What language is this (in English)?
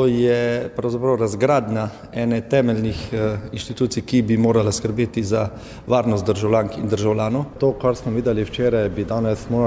Slovenian